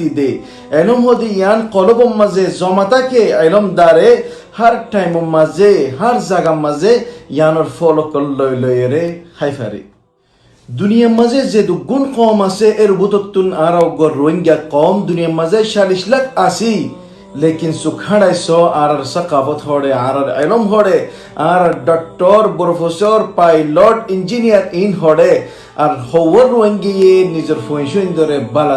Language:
Rohingya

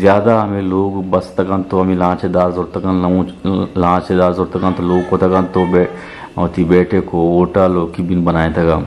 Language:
Eastern Balochi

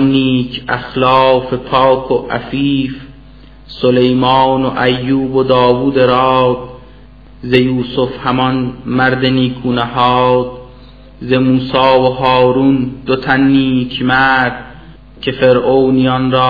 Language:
Persian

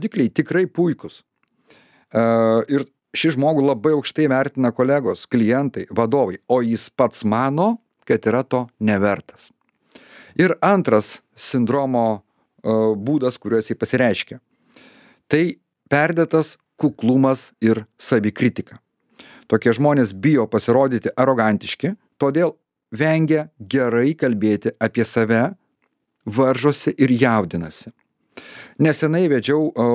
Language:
Lithuanian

